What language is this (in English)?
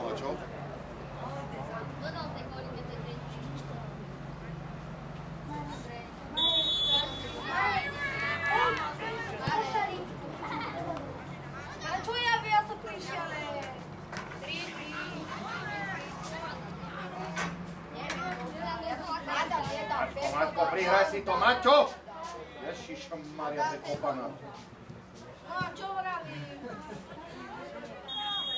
Slovak